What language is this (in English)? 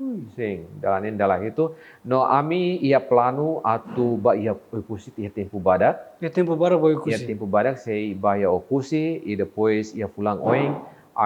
Tetum